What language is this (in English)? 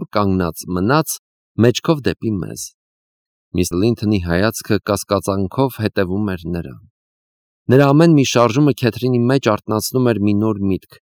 Armenian